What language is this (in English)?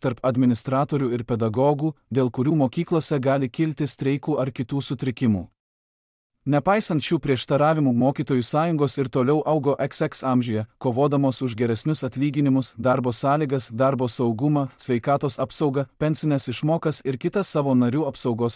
Lithuanian